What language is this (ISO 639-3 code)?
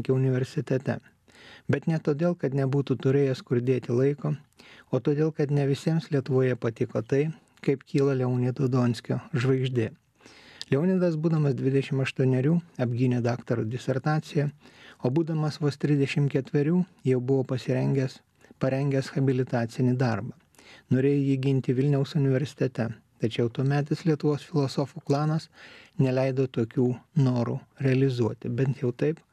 lit